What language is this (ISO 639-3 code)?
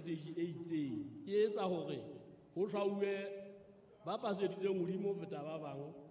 sot